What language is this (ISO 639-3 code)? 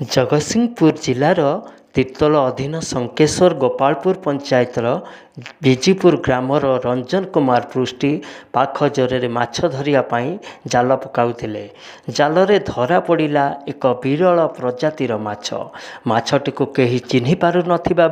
ori